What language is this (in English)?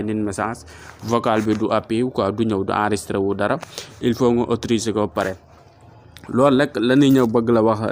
Wolof